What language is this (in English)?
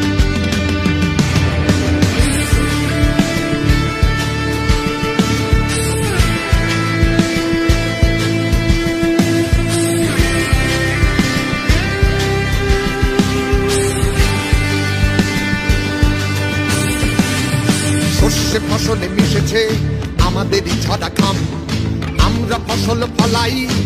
Bangla